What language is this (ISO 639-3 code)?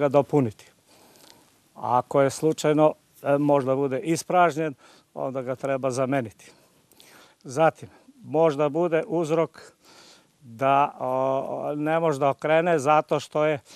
srp